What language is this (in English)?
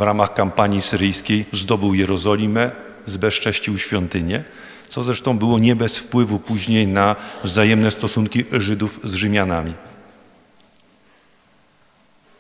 Polish